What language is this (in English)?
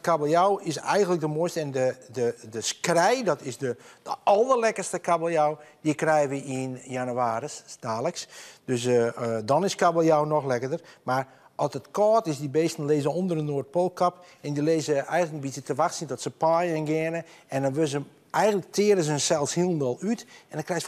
Western Frisian